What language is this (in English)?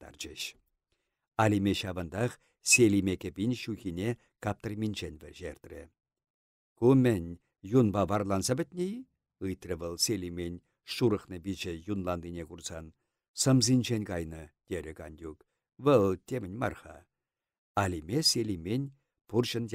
Chuvash